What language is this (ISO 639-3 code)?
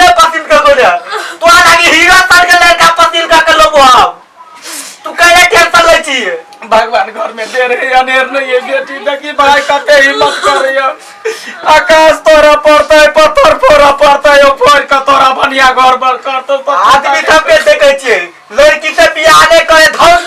mai